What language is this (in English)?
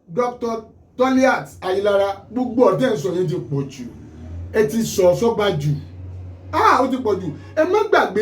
Yoruba